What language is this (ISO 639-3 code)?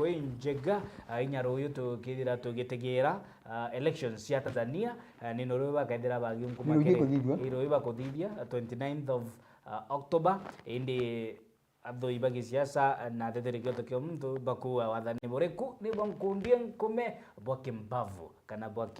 mer